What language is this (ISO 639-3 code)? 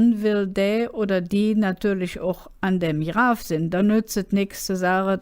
ksh